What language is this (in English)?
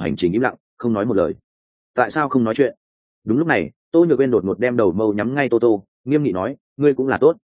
Vietnamese